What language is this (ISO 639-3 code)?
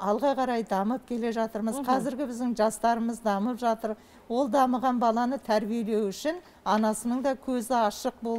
kaz